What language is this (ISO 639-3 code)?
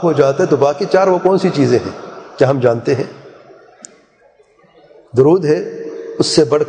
urd